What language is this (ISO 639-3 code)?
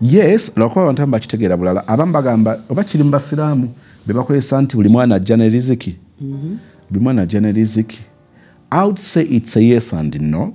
lug